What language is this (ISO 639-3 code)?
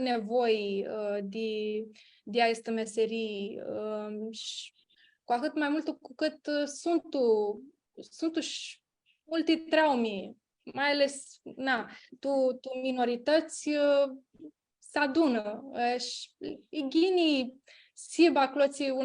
rup